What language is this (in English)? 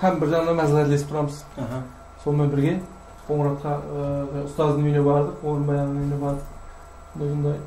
Kara-Kalpak